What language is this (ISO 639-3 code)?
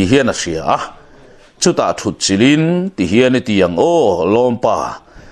lus